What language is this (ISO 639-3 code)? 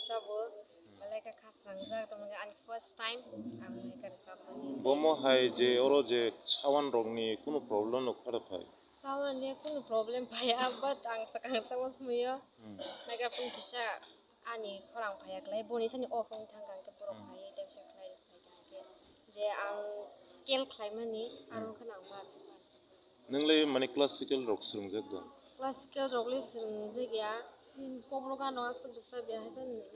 trp